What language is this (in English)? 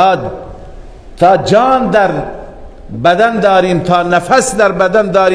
Persian